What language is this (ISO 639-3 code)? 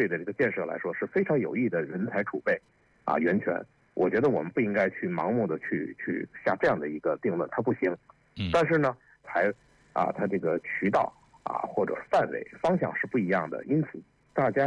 zho